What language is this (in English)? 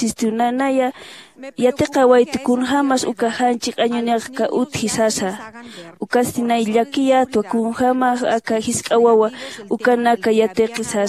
Aymara